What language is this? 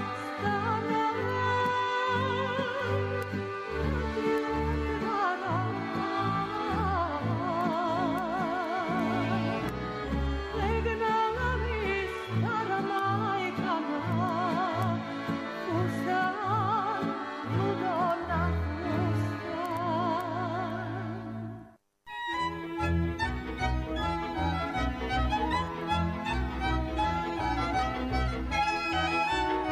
Serbian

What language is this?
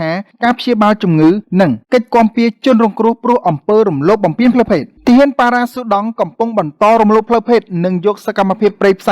Khmer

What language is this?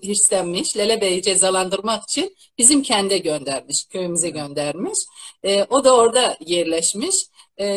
South Azerbaijani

